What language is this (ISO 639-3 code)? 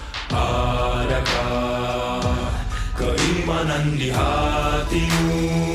msa